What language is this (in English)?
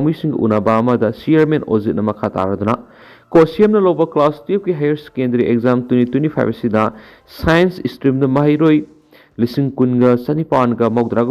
Manipuri